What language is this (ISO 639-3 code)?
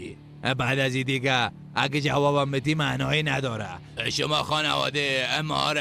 fas